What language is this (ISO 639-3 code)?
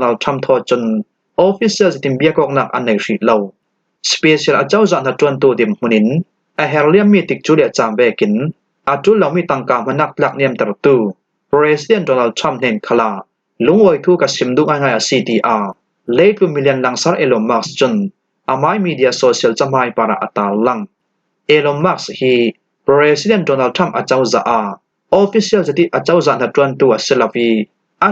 cfm